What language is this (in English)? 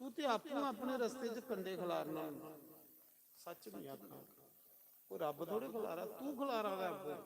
Dogri